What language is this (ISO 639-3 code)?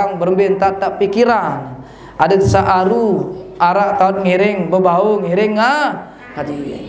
sas